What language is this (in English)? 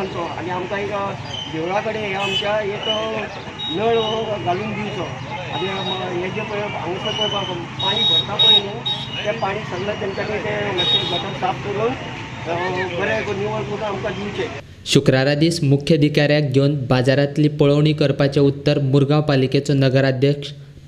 Konkani